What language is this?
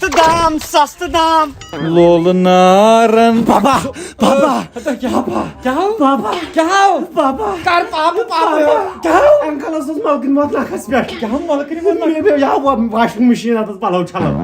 Kashmiri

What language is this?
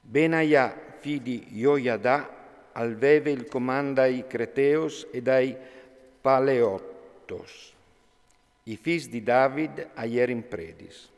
Friulian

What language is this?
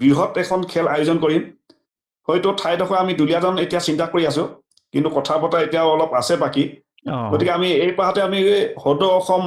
Assamese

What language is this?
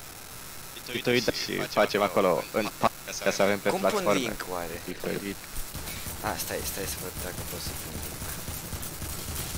Romanian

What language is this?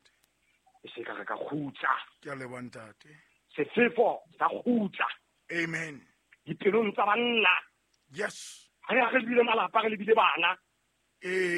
Southern Sotho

